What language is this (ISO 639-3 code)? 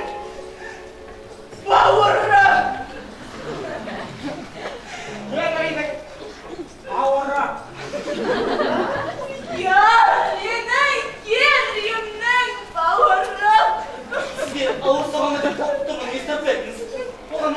kaz